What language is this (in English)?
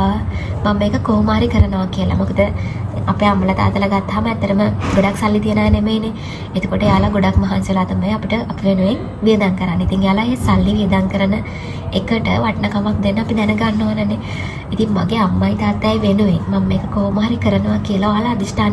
Sinhala